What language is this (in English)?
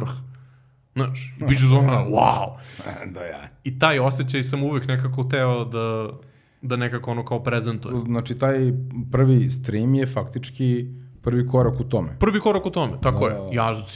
Croatian